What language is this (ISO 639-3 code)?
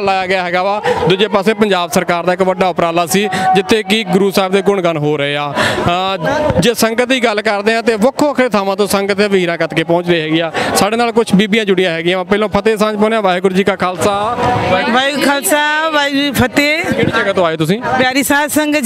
pan